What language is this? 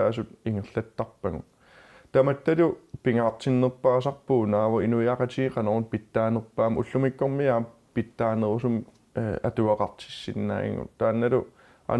Kalaallisut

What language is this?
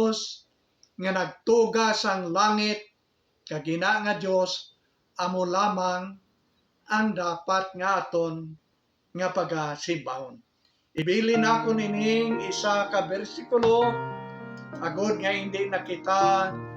Hiligaynon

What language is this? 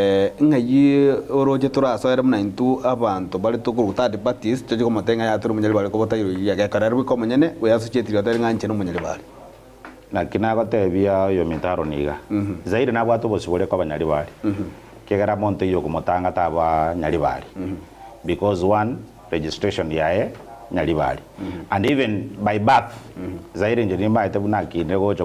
Gusii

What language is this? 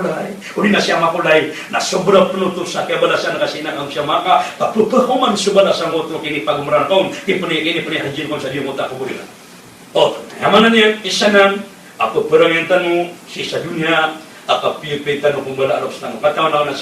Maranao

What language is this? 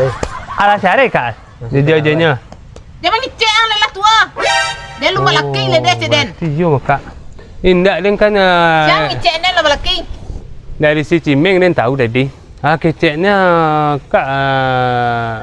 Minangkabau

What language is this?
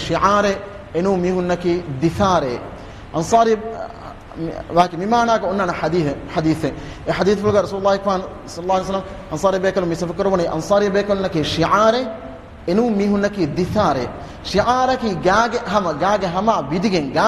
Divehi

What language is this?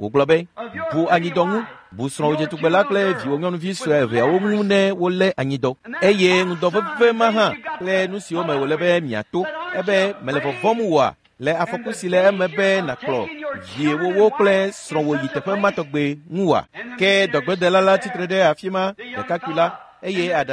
Ewe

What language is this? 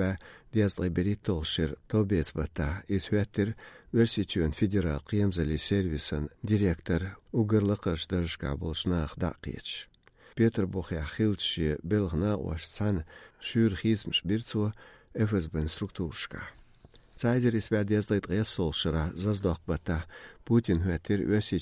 Chechen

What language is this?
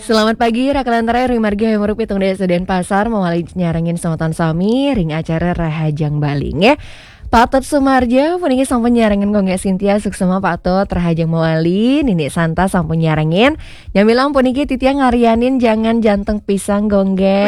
Balinese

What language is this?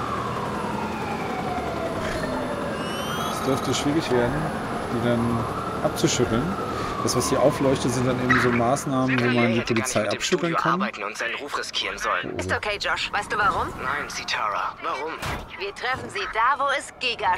German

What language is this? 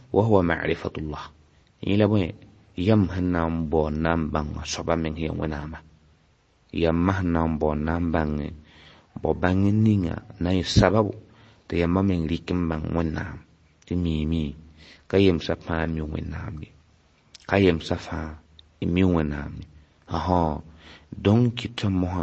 Mossi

